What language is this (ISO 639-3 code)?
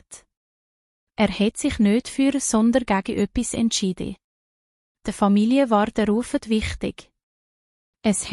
gsw